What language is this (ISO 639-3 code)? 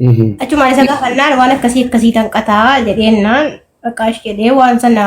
orm